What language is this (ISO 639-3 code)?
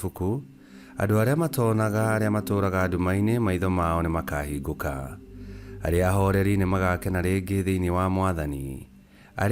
kik